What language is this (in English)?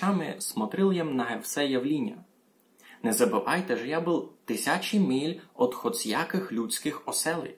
Rusyn